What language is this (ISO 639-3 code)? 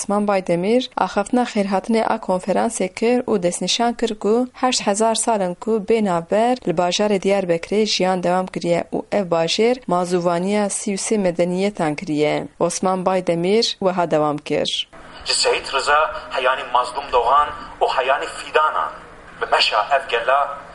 kur